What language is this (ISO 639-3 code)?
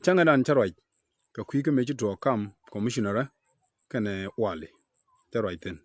nus